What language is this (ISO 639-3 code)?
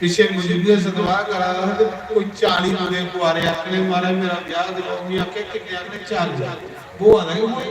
doi